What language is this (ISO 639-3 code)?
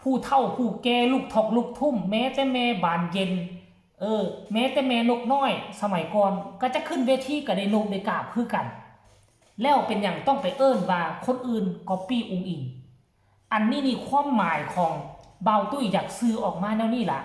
tts